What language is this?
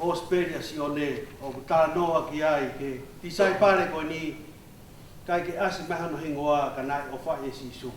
Tongan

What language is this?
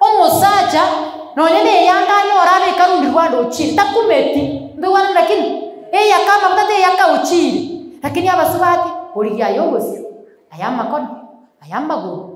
Gusii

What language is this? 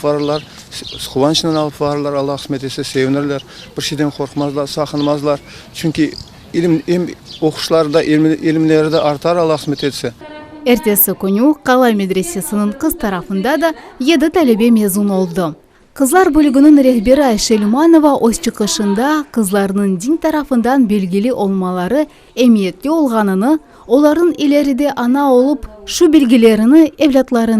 Crimean Tatar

